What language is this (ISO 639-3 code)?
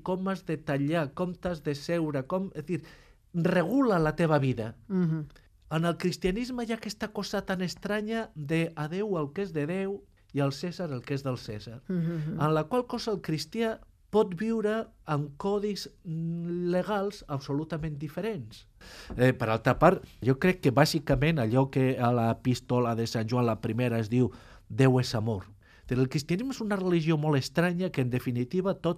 cat